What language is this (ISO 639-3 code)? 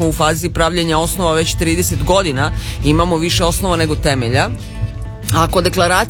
srp